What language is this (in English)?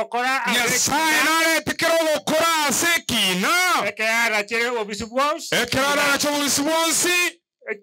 Gusii